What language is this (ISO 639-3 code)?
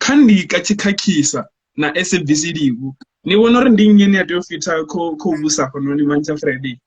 ven